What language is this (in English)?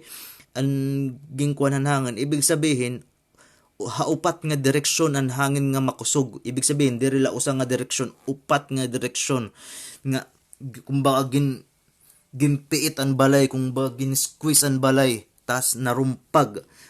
Waray